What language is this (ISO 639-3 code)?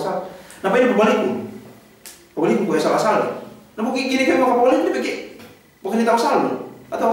yka